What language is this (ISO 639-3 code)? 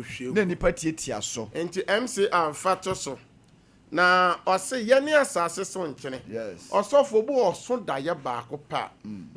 aka